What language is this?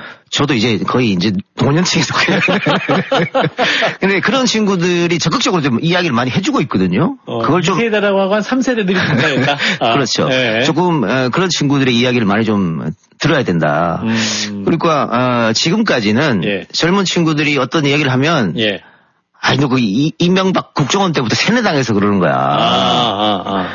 Korean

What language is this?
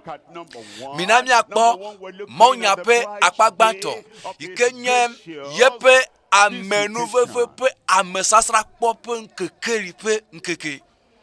Ewe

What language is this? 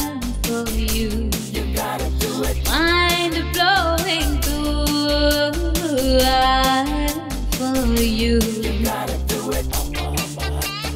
Hindi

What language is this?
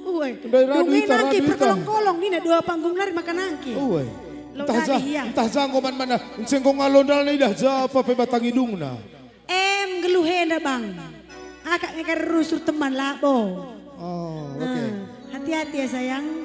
Batak Karo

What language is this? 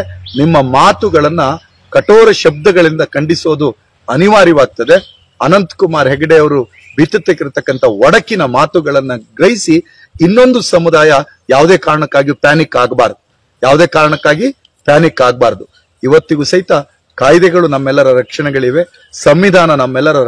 Kannada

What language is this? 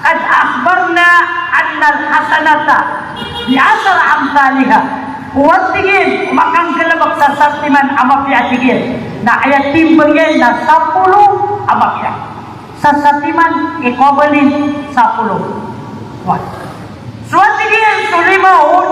Maranao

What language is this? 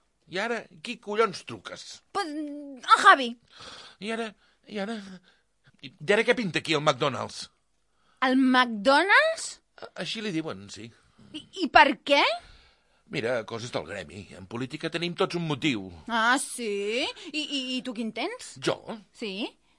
Catalan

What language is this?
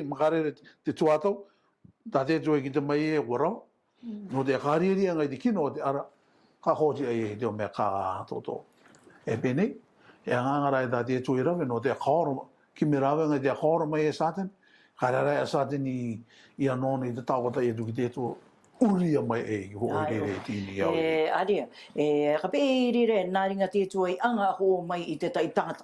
Rarotongan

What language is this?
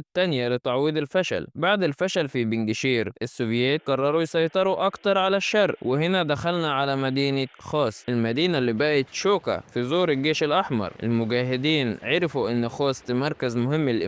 Egyptian Arabic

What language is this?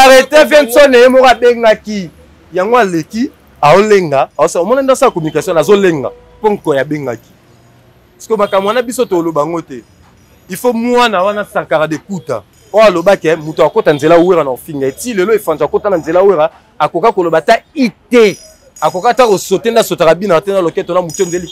Lingala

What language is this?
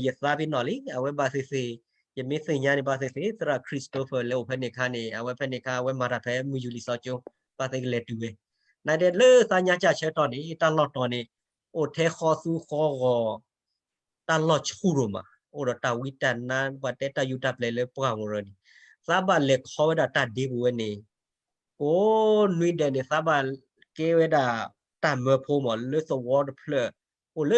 S'gaw Karen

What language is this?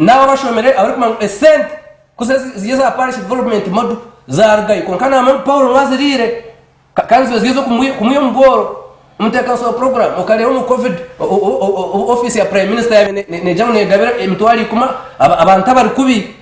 Nyankole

